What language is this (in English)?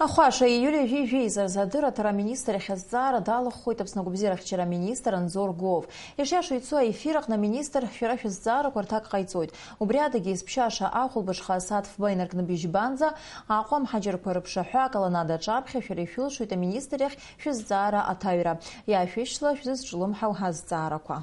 Abkhazian